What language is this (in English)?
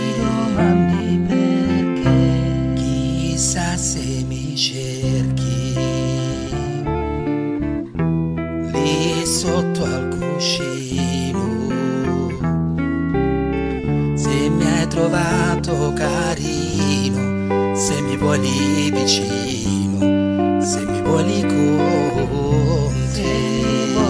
Italian